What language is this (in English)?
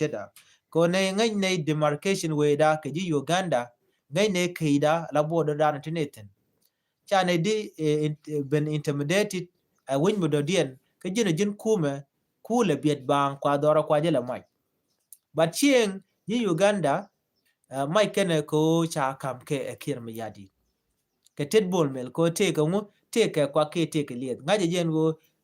Nuer